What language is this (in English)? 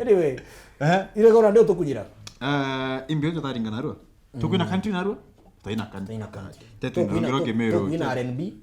Meru